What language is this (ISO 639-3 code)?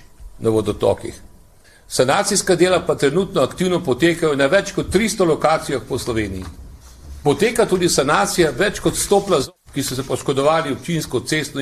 slv